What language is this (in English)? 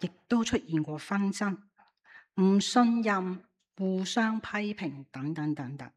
Cantonese